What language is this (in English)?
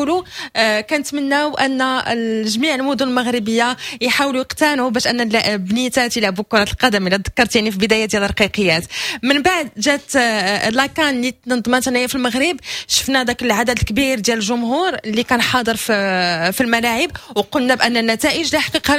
Moroccan Arabic